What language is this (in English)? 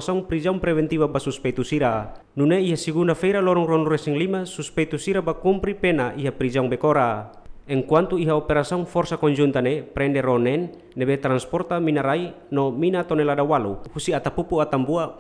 Tetum